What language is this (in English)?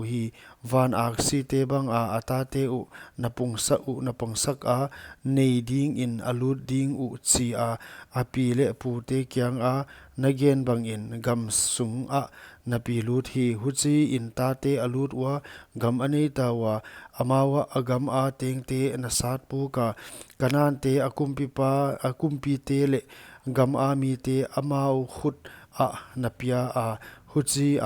Paite Chin